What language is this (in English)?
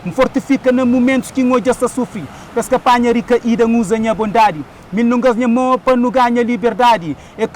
Kabuverdianu